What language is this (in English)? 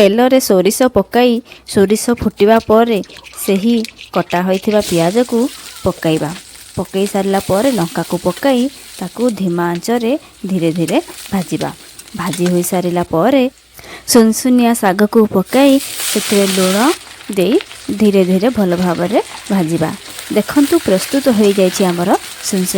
Odia